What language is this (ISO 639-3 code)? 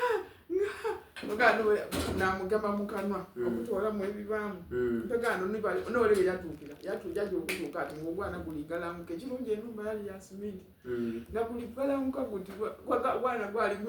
xog